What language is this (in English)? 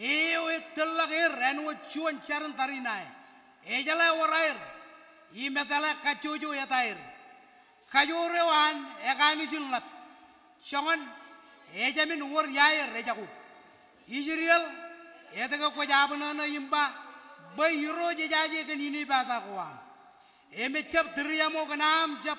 Marshallese